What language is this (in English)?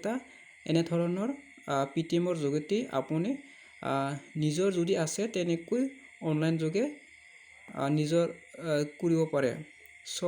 Assamese